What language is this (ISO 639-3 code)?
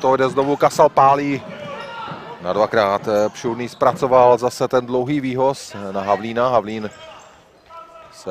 ces